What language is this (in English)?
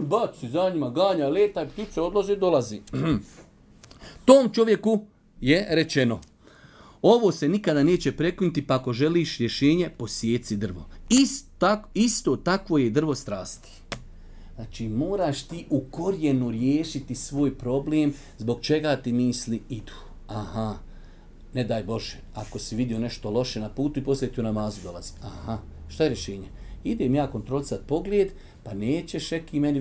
Bosnian